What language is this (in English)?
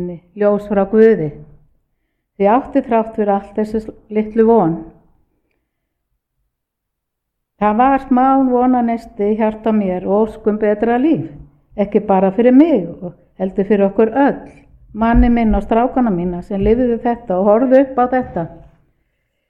Icelandic